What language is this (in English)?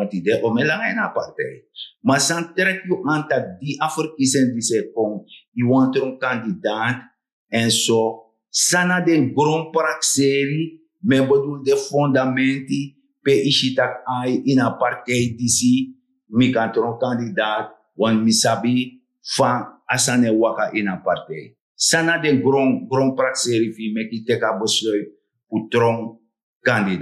Sranan Tongo